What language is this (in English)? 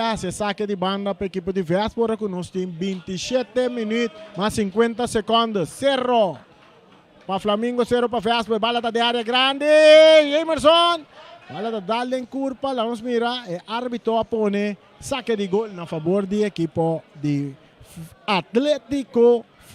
Papiamento